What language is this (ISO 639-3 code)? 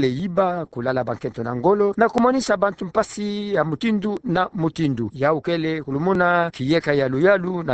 ktu